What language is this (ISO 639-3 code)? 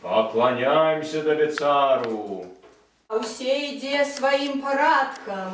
bel